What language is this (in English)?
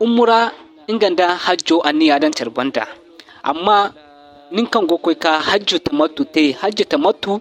Zarma